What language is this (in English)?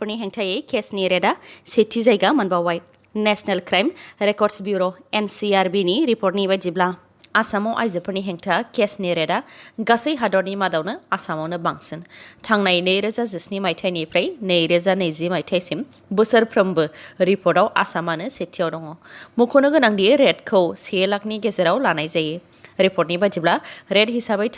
Bodo